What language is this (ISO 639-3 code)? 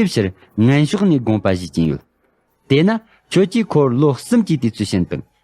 bod